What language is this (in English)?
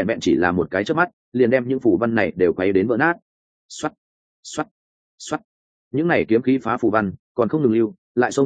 Vietnamese